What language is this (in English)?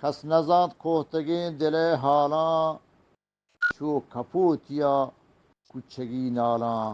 Eastern Balochi